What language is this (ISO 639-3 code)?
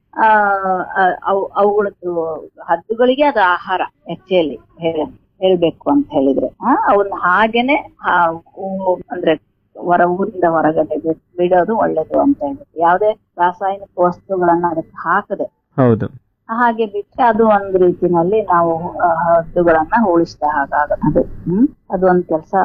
kan